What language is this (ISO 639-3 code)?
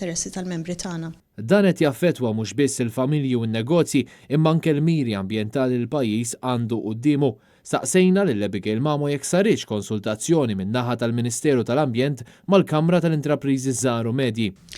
mlt